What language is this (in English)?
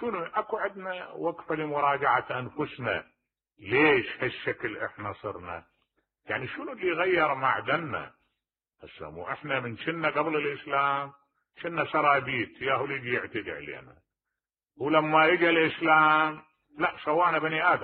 Mesopotamian Arabic